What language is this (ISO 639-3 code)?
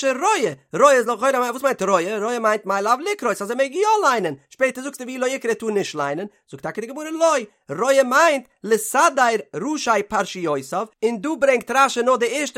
yid